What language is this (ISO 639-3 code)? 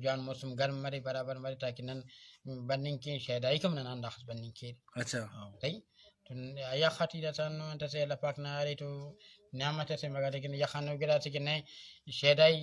brh